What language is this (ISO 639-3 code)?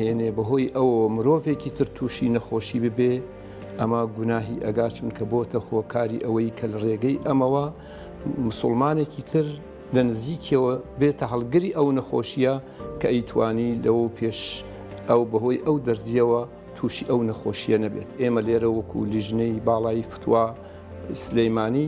ckb